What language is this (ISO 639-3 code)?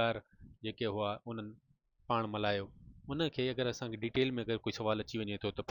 snd